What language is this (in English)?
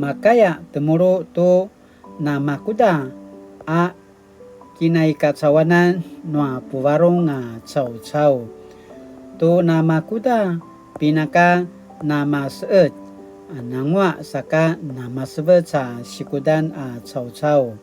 Paiwan